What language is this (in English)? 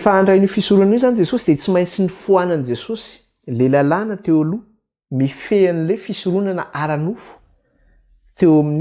Malagasy